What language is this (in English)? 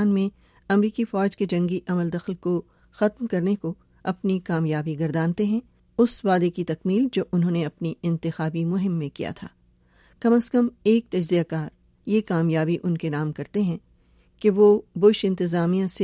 Urdu